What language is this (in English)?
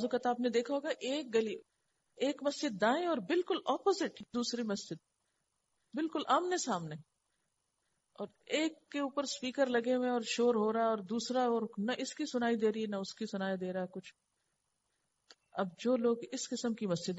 Urdu